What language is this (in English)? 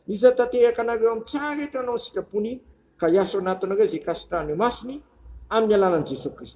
Malagasy